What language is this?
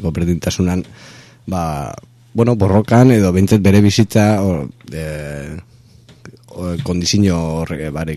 Basque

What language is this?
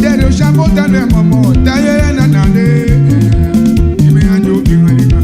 Tetela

